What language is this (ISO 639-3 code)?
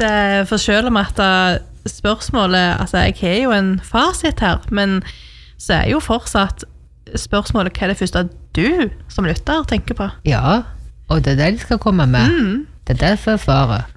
nor